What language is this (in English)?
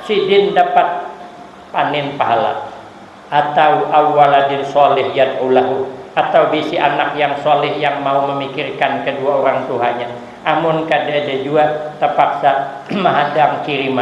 Banjar